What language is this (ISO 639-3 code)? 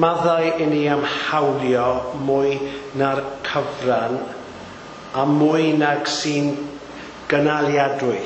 cym